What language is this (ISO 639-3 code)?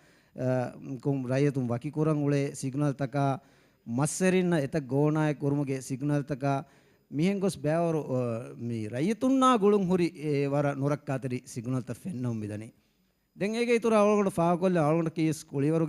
div